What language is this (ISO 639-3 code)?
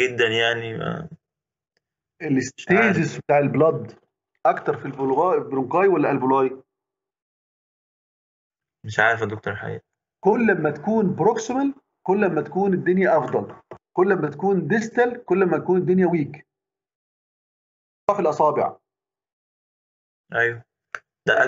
arz